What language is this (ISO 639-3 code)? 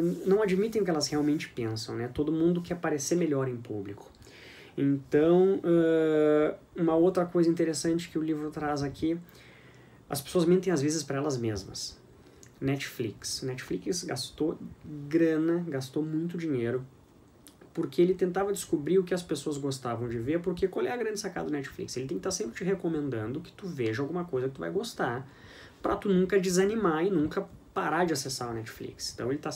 por